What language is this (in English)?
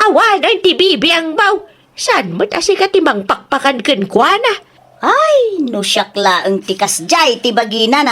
Iloko